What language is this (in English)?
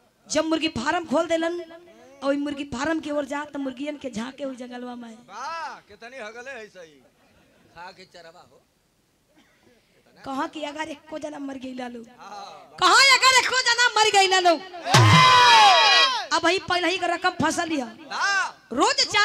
Bhojpuri